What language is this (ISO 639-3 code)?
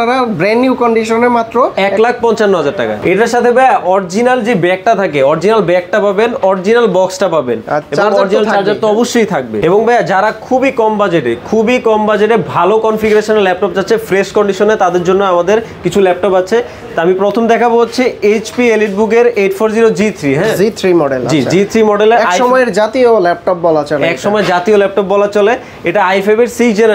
ben